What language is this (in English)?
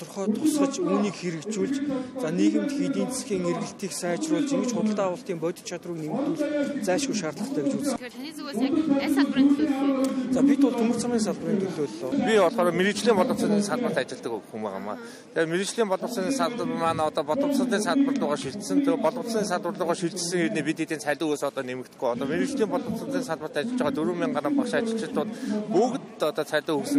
Mongolian